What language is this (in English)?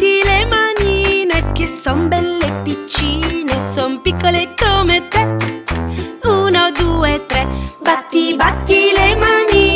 Italian